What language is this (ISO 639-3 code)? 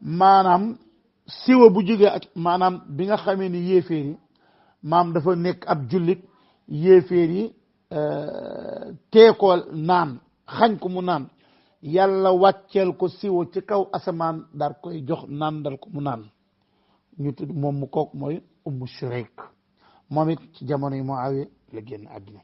wol